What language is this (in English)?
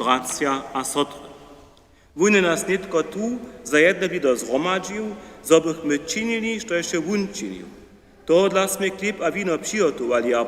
Upper Sorbian